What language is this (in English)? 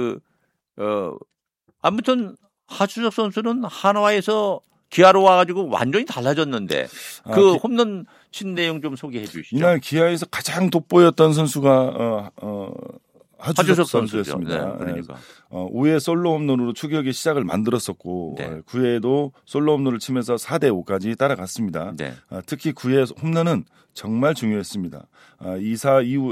Korean